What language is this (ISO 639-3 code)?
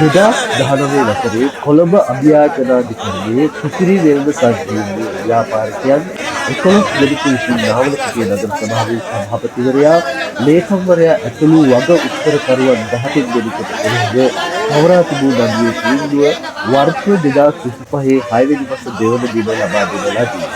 sin